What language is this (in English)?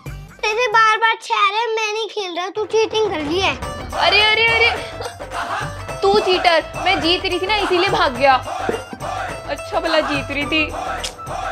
Hindi